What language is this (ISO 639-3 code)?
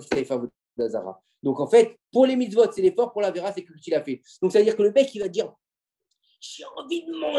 fra